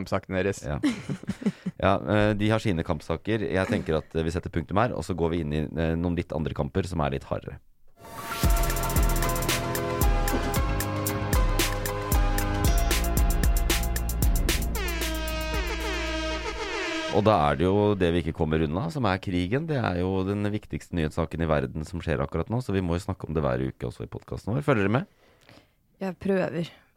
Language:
Norwegian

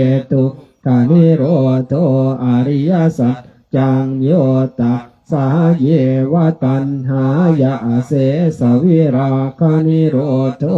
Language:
Pali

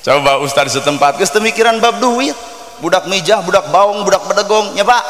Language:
Sundanese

